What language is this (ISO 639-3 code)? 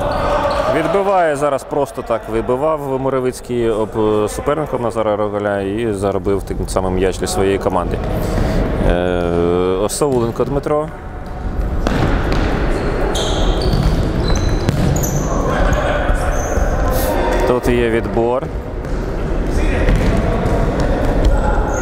ukr